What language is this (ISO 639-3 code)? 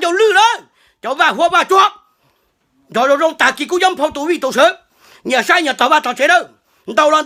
hmn